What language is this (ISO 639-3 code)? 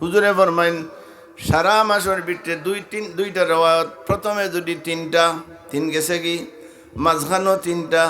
syl